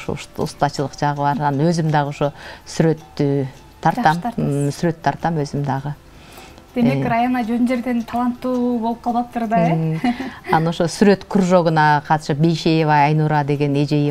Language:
Kyrgyz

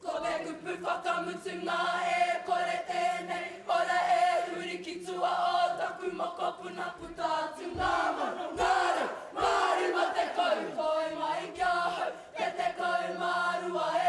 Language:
Māori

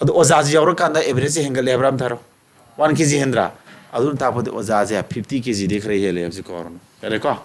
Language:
Manipuri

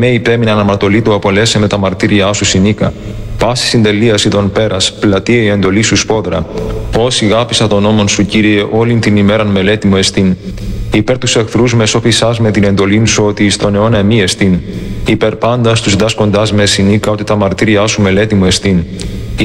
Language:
Greek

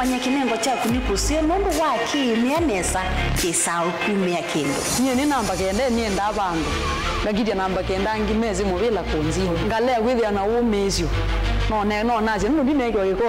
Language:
Kamba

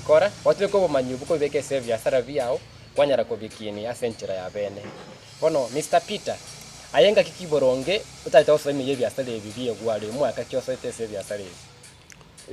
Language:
Gusii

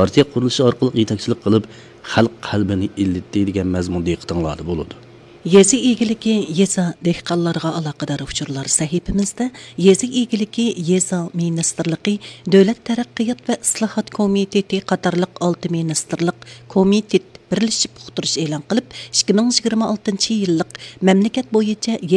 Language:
Uyghur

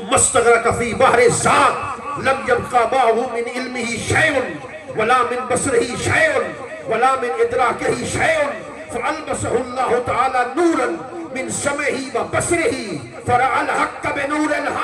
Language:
Saraiki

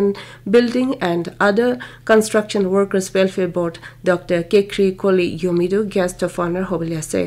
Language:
Naga Pidgin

